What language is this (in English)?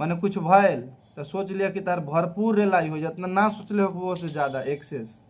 Bhojpuri